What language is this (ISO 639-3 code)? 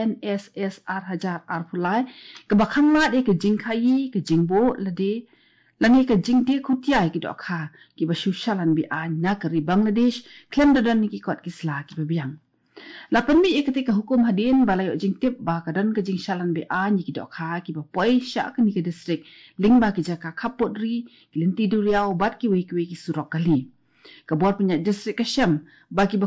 kha